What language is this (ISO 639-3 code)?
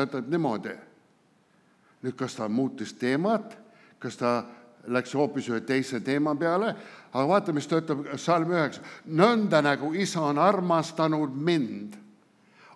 est